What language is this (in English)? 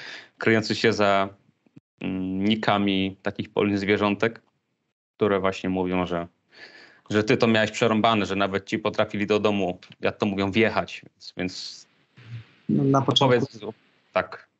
Polish